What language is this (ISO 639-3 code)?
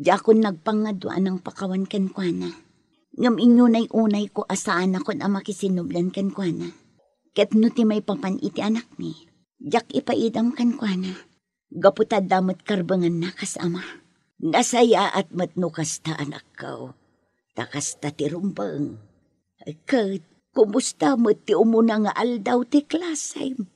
ilo